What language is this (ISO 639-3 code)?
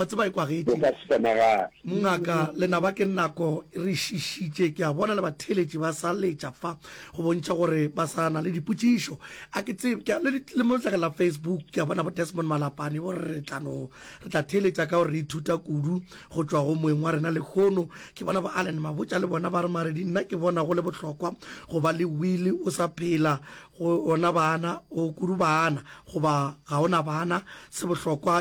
nso